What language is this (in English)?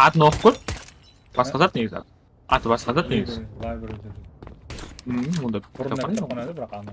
Kara-Kalpak